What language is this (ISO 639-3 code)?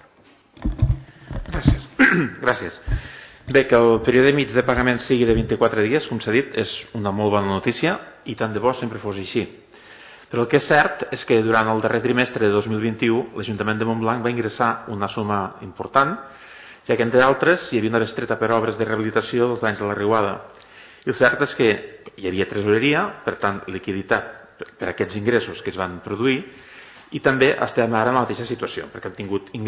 cat